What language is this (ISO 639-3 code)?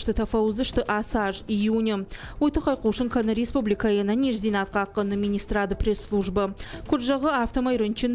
oss